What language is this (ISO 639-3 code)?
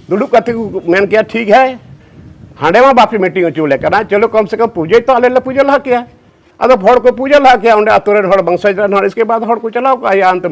sat